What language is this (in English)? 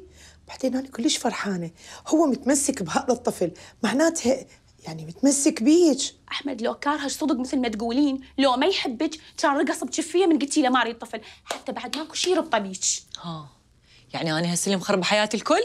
Mesopotamian Arabic